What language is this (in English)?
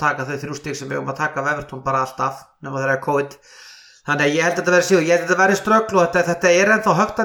Icelandic